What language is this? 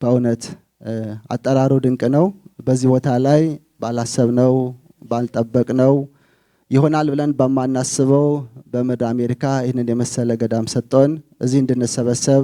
Amharic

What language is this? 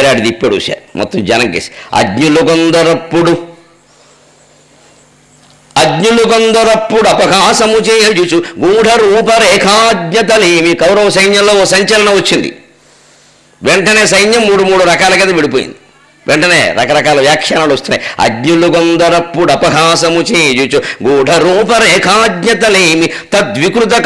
Telugu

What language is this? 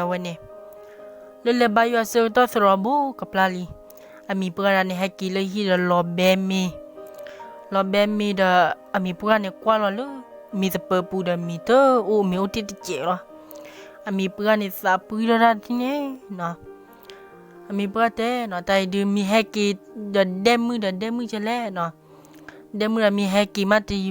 S'gaw Karen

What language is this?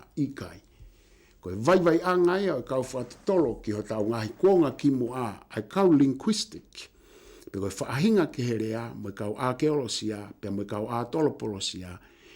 Tongan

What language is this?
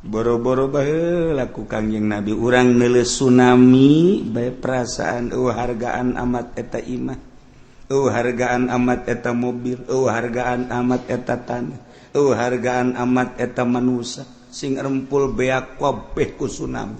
Sundanese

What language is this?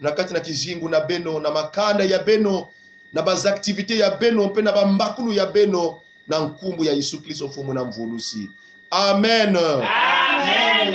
Kongo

